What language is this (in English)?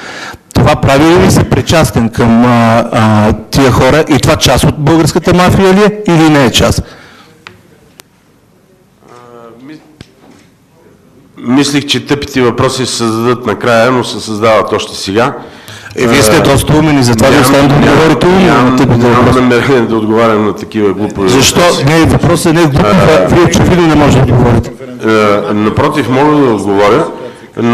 Bulgarian